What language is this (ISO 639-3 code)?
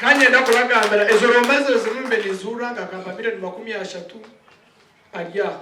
nyn